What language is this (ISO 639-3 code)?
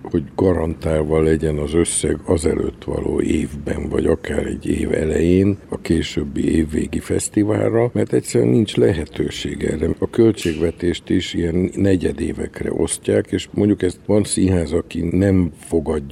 hun